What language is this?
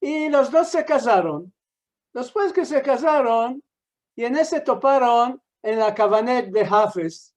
Ladino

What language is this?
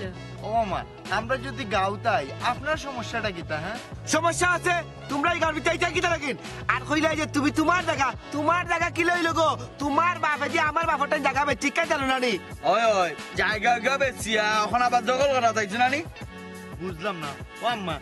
Sylheti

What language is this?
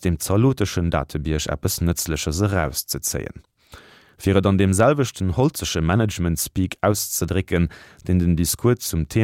Luxembourgish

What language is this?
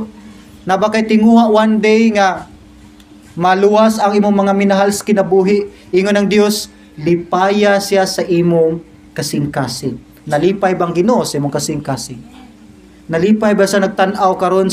Cebuano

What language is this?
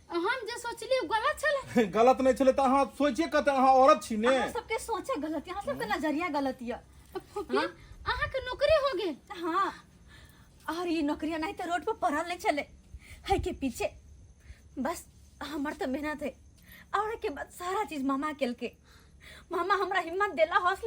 Maithili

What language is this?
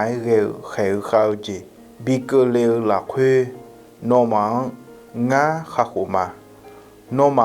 Akha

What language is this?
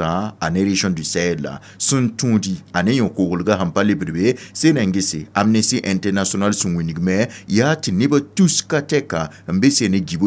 Mossi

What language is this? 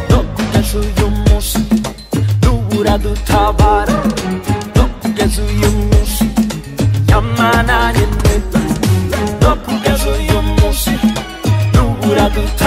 Rundi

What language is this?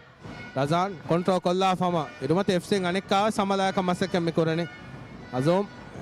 Divehi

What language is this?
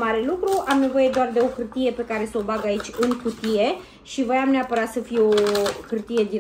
Romanian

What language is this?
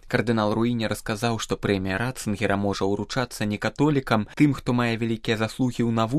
Belarusian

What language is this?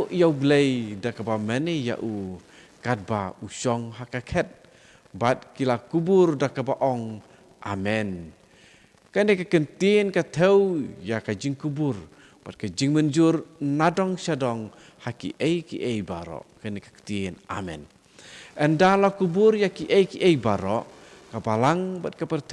Khasi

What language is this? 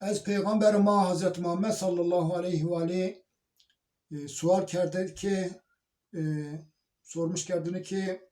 Zaza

